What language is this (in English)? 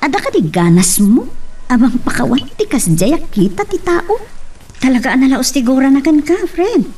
Iloko